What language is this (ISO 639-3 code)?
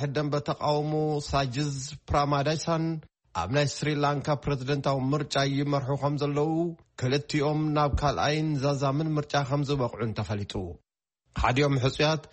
tir